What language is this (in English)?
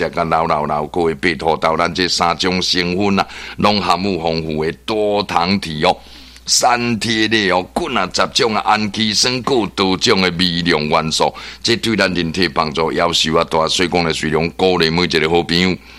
Min Nan Chinese